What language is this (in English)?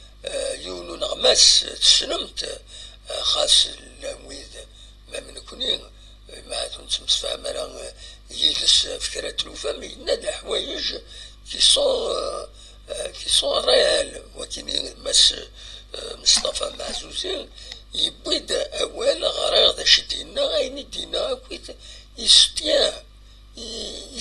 Kabyle